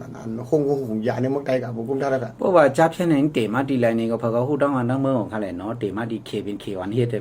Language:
Shan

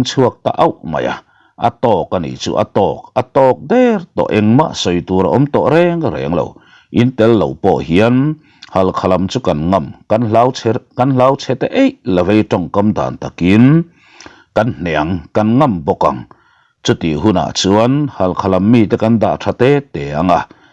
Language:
Mizo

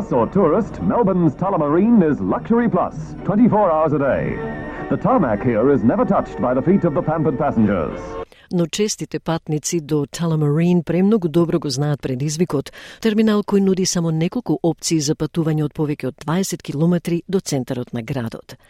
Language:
Macedonian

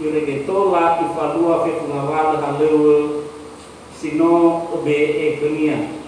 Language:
Nias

